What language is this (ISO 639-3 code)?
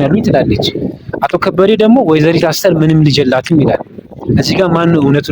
amh